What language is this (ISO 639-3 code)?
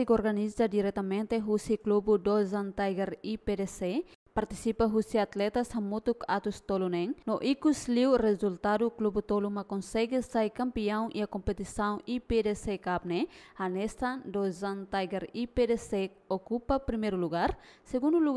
tet